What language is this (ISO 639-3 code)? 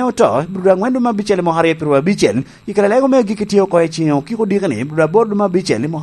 laj